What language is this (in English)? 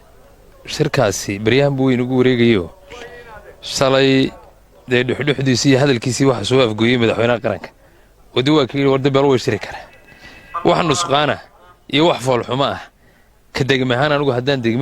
Somali